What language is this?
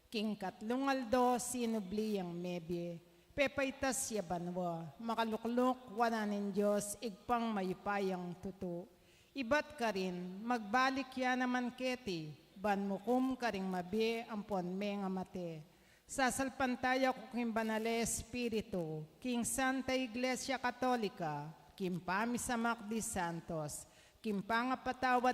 Pampanga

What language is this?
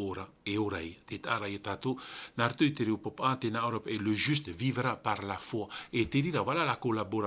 Tahitian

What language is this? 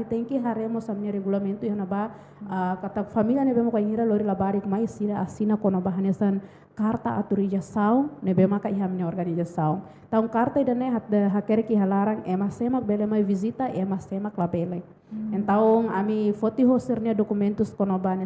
Tetum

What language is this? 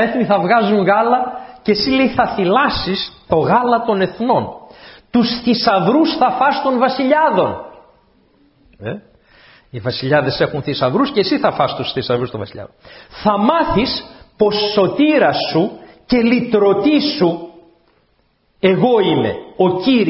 Greek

